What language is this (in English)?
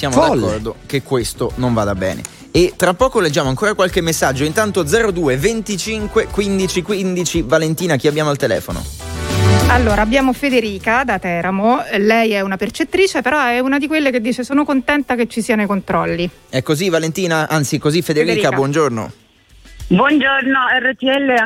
Italian